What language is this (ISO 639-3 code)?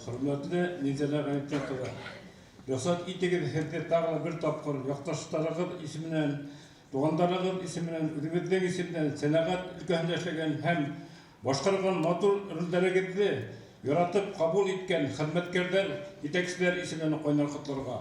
bak